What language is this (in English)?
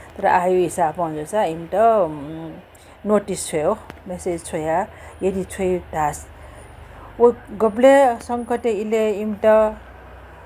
Newari